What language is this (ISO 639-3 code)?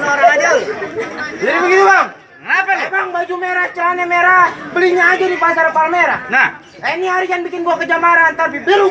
bew